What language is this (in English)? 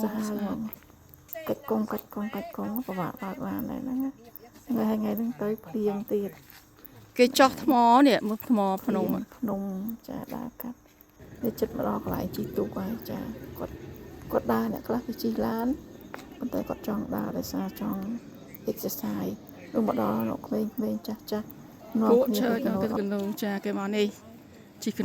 Khmer